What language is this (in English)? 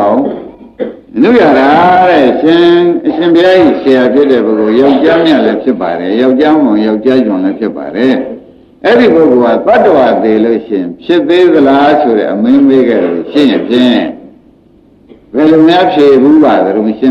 Burmese